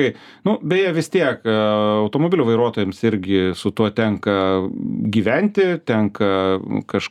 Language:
Lithuanian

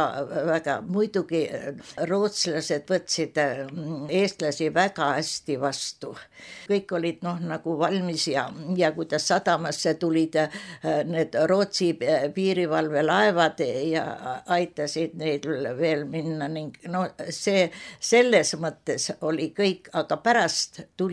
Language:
Estonian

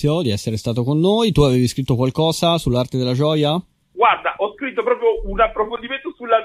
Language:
Italian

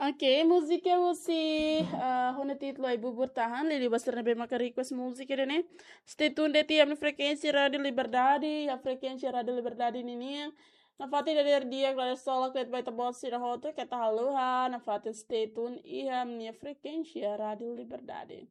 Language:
Tetum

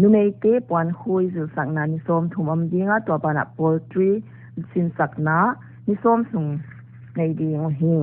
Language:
Paite Chin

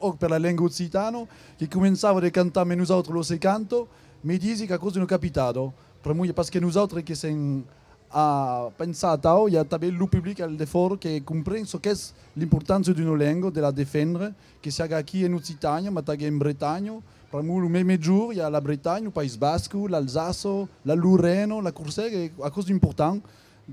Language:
Occitan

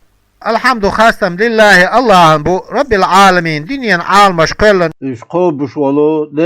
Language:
Chechen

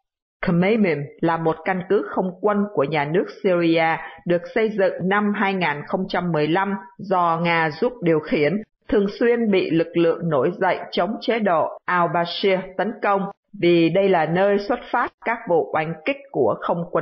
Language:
Vietnamese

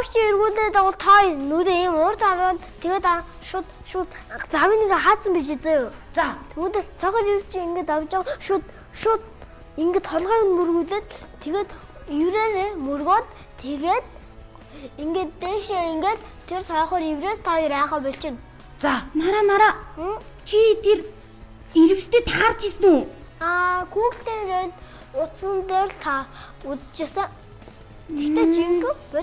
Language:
Mongolian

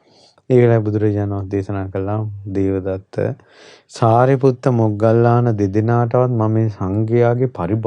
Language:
Sinhala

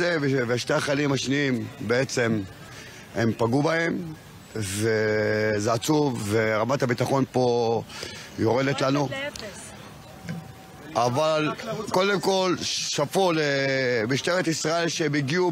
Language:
Hebrew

